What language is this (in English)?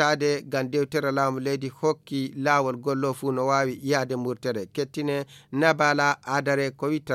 Fula